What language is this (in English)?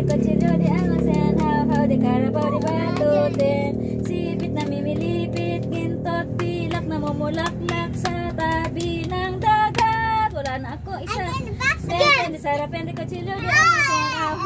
Filipino